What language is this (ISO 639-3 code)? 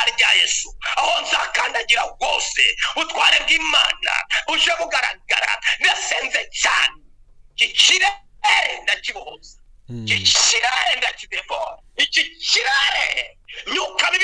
kin